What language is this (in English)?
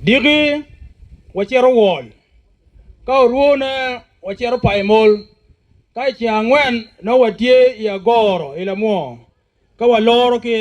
Acoli